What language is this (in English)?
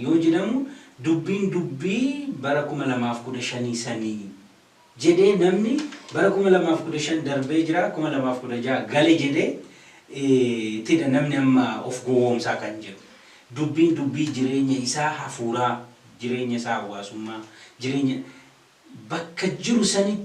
Oromo